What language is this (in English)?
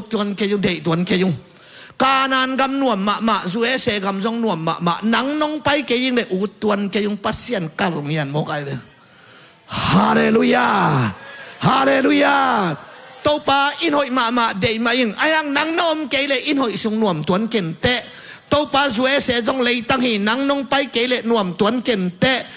Tedim Chin